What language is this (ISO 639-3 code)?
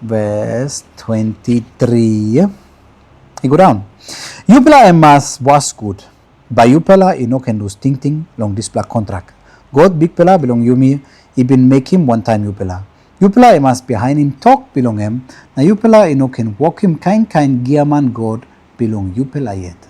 tpi